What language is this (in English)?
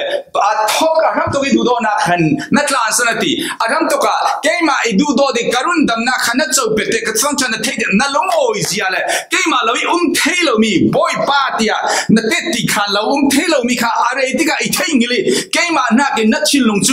Falam Chin